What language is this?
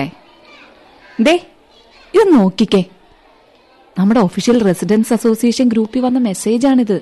Malayalam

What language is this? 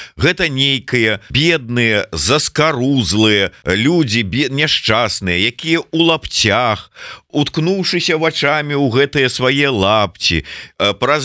Belarusian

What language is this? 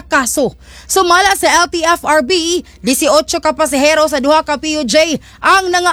Cebuano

